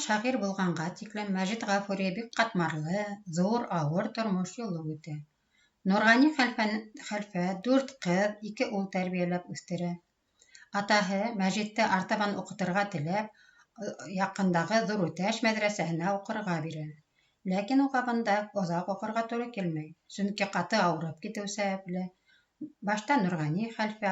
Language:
Bashkir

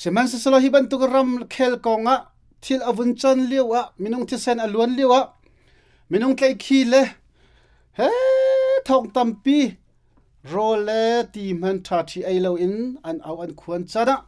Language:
Hakha Chin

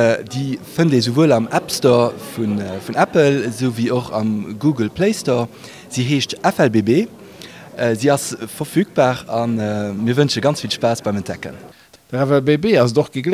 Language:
Luxembourgish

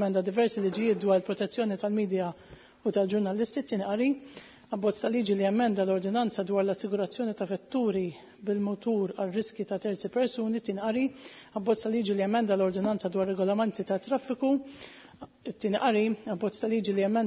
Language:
Maltese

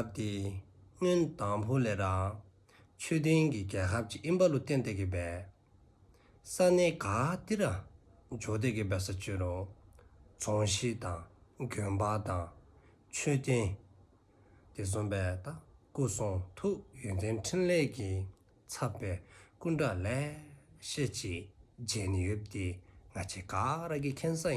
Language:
Dzongkha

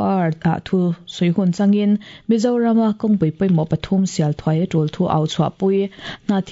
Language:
Mizo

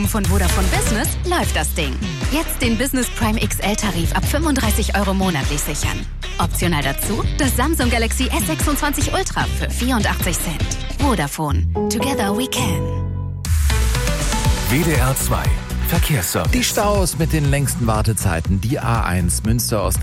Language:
German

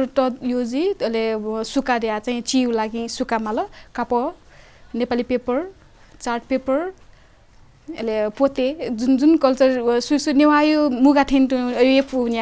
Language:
Newari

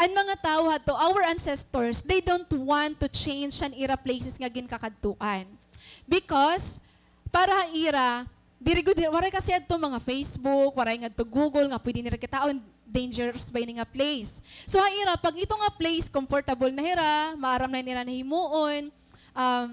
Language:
Waray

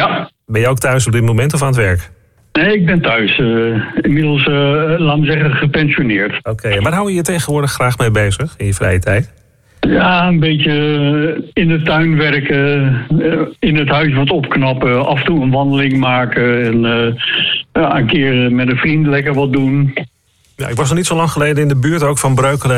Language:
Dutch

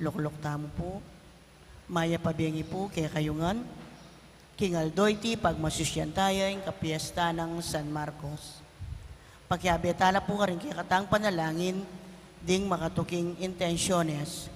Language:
Pampanga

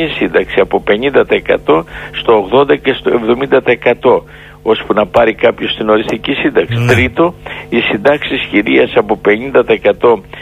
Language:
Greek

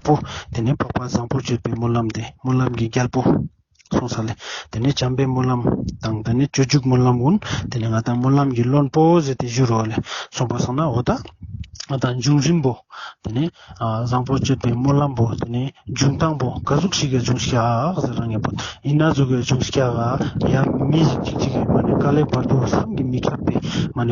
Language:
Ladakhi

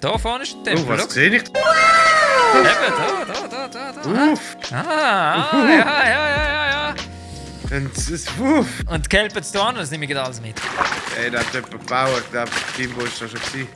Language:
Swiss German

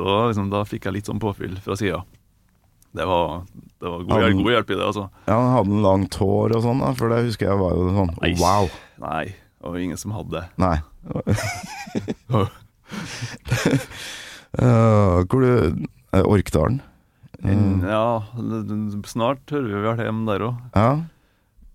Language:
Norwegian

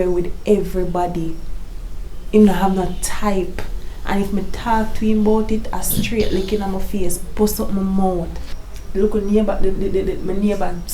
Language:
Jamaican Creole English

